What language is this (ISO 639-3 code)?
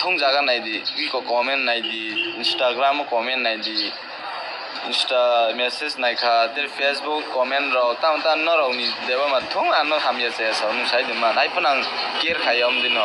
trp